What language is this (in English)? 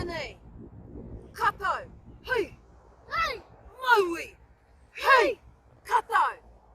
Māori